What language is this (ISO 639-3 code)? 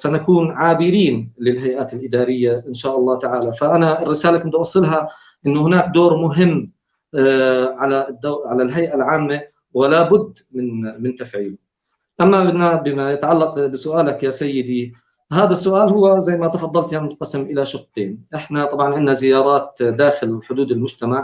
apc